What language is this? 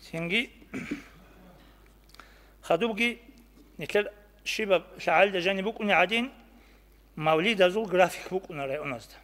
Avaric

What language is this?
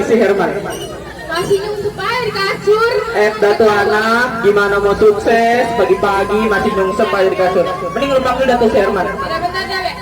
Betawi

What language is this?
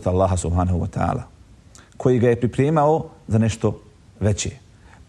Bosnian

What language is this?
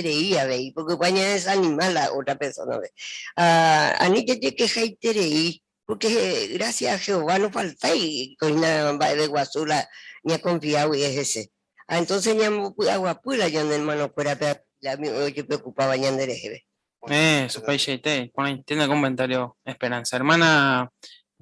Guarani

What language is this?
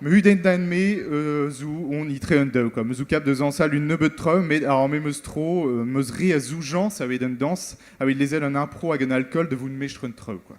Breton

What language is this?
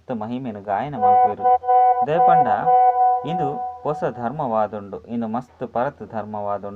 Tulu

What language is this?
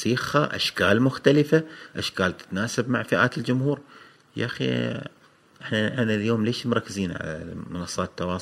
Gulf Arabic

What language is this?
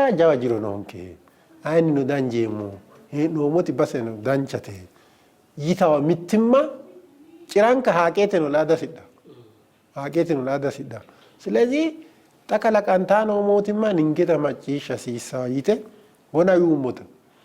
Sidamo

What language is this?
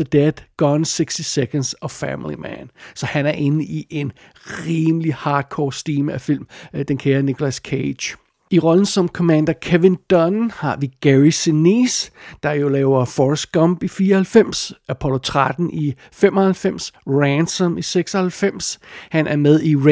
Danish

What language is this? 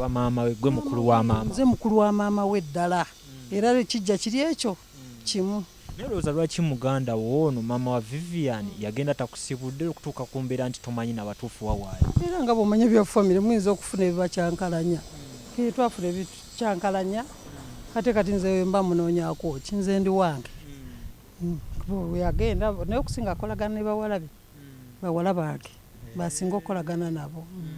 Ganda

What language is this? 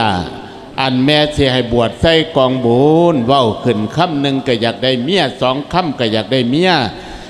Lao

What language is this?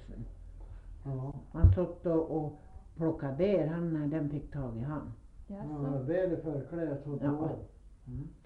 Swedish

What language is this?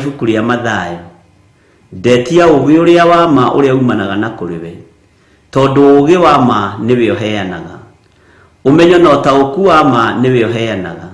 Kikuyu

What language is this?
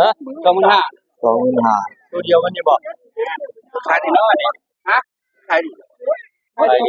Northeastern Thai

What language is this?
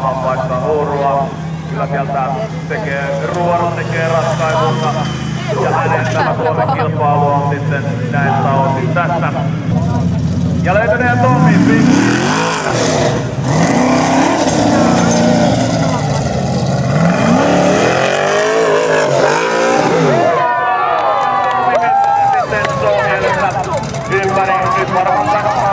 Finnish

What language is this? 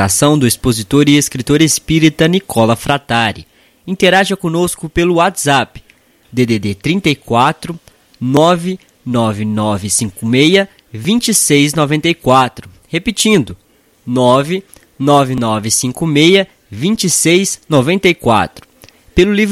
Portuguese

